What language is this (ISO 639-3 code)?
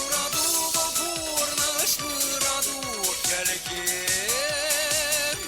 chv